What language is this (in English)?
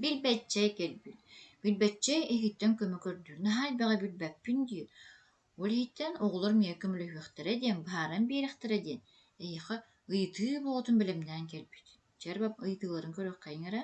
Yakut